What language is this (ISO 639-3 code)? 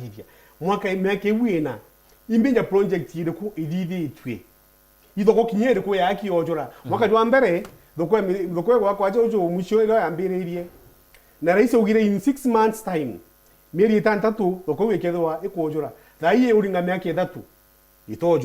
mer